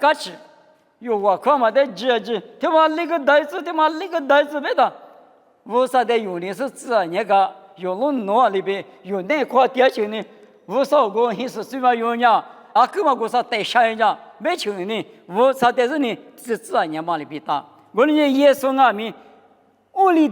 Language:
Lisu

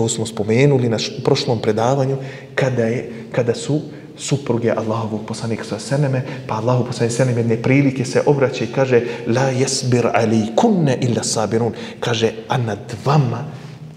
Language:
Bosnian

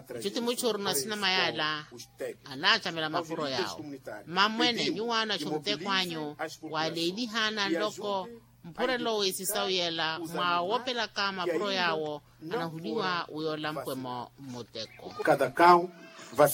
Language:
Makhuwa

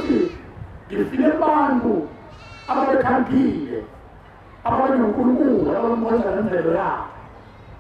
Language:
Zulu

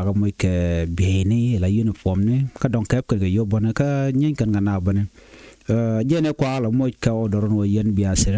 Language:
Nuer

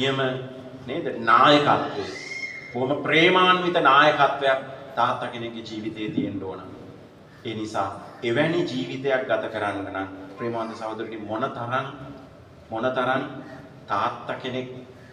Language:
Sinhala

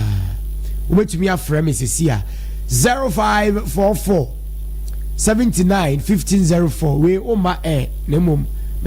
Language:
Akan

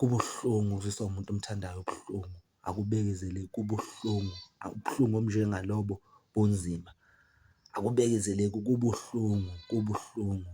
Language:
Zulu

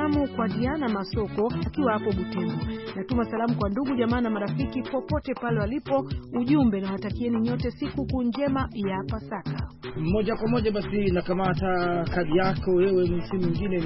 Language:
Swahili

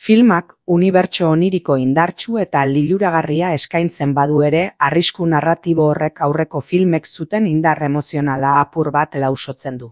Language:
Basque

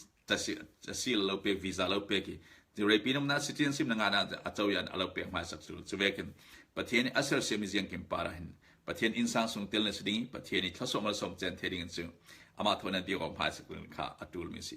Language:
Falam Chin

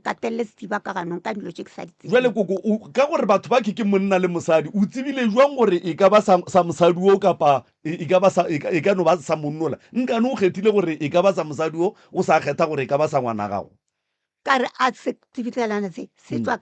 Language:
Northern Sotho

